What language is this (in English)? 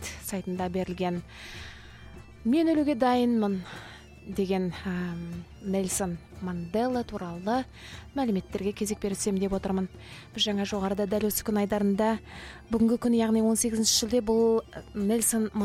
Kazakh